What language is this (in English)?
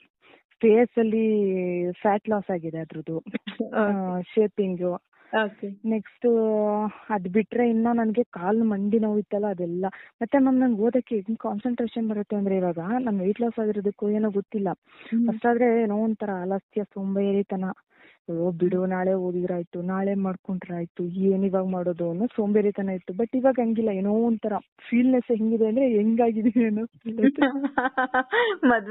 Kannada